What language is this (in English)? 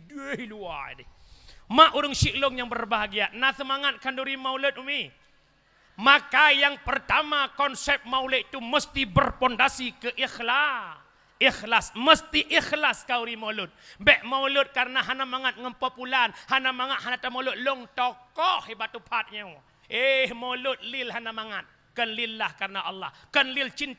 Achinese